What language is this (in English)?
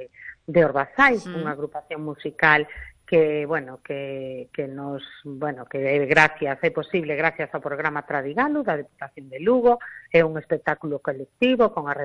Galician